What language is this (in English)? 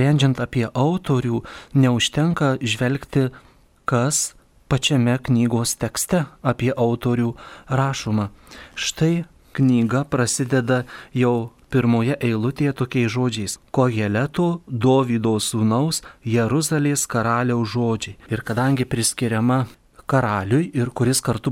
Lithuanian